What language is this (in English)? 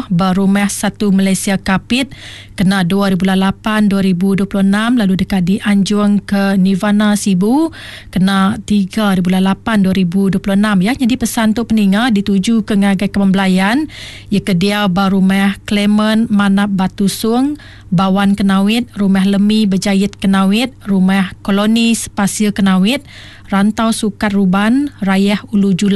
Iban